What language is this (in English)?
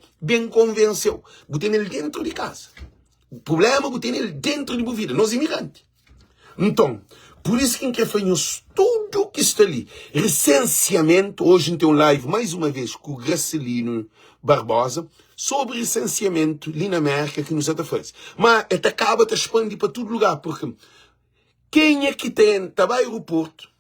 Kabuverdianu